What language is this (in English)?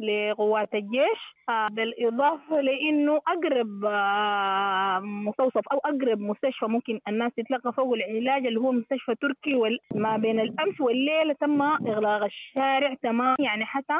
Sudanese Arabic